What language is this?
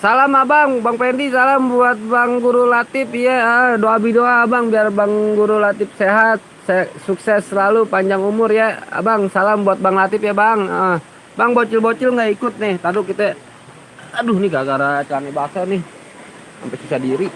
Betawi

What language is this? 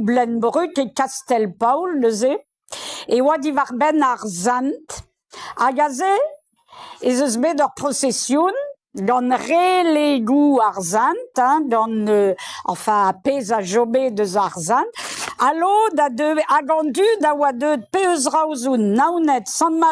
Breton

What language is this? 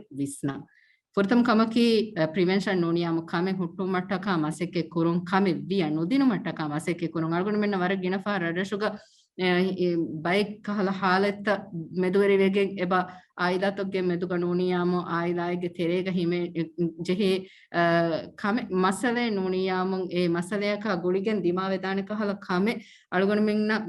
Divehi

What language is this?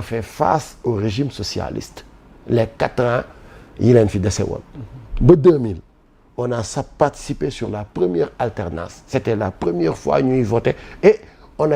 Wolof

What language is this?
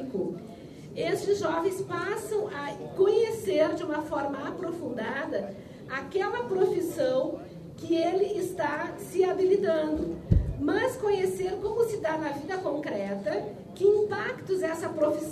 Portuguese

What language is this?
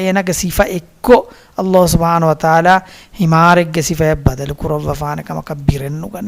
Divehi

